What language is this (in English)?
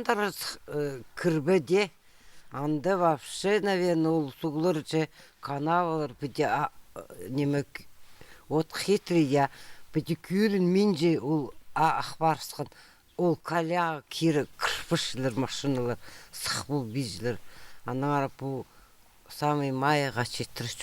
Khakas